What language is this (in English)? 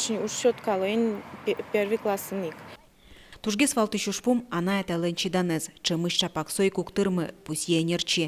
Udmurt